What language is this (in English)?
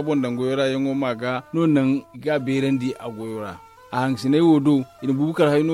Zarma